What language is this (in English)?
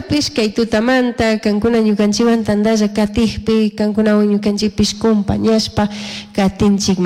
Chimborazo Highland Quichua